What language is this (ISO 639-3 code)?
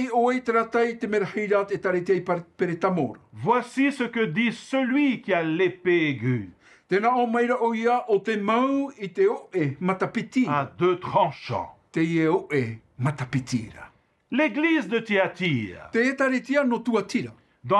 tah